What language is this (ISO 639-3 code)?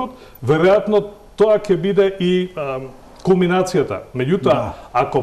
mkd